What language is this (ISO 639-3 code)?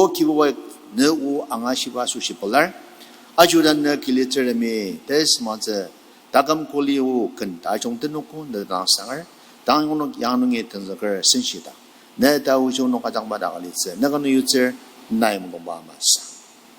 njo